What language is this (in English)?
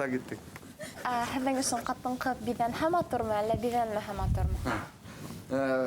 Bashkir